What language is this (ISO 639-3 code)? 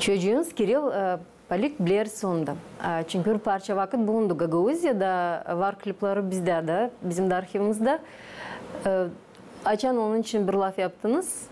gag